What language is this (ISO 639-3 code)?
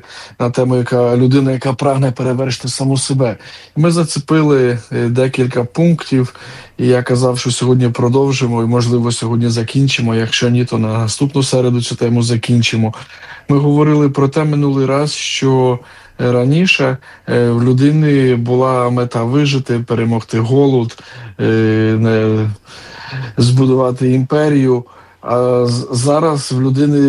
ukr